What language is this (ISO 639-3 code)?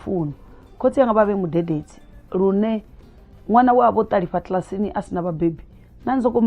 ven